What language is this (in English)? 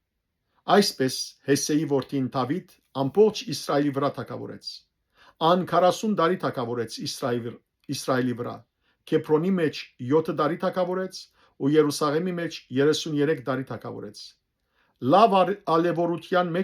Western Armenian